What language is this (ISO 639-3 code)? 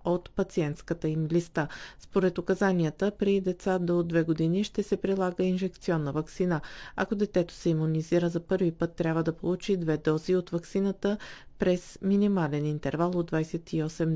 bul